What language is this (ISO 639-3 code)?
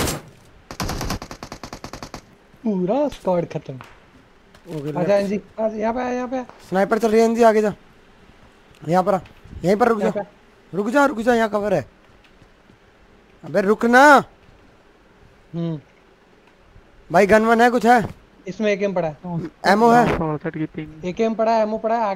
hin